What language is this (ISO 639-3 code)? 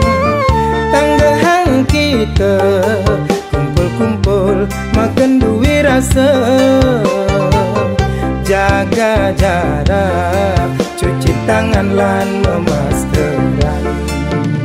ban